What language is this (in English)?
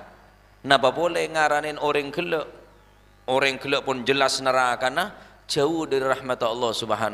Madurese